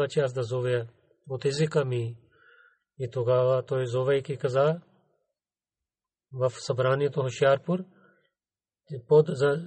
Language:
Bulgarian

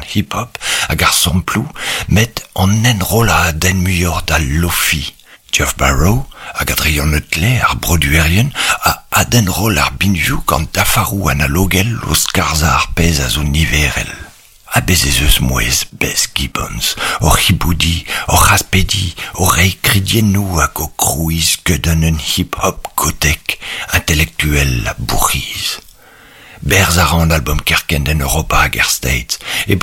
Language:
Breton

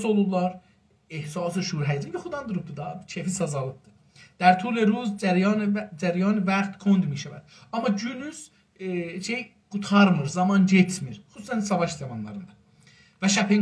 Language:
South Azerbaijani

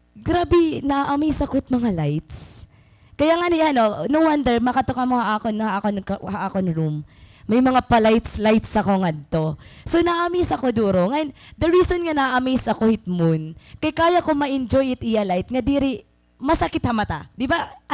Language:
Waray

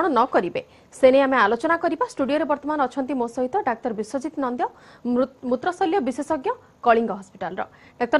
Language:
Odia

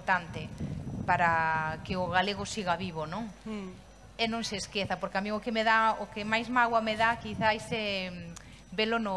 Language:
Galician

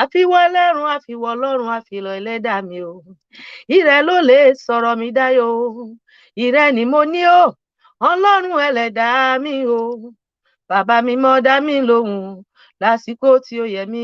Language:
Yoruba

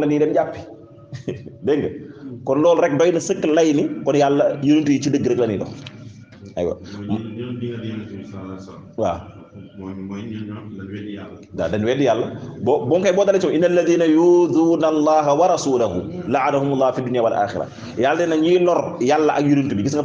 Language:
Wolof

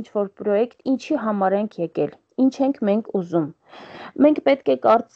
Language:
Armenian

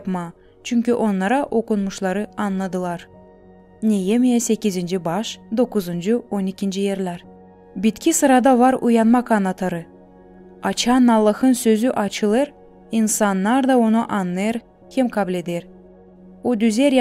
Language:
Gagauz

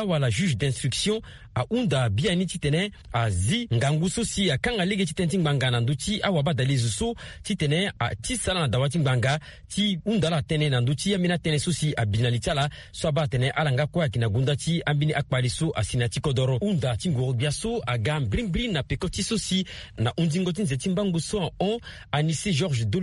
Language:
Sango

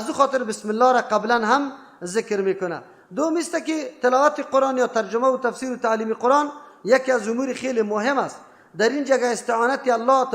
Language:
Persian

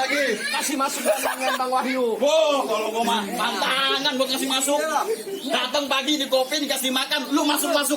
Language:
Betawi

